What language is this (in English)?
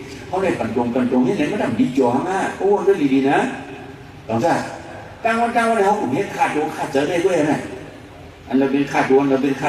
Shan